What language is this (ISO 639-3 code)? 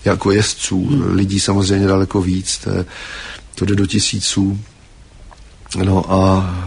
ces